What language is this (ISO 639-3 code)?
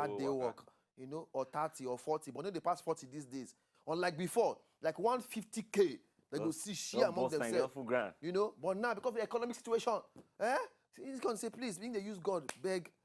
pcm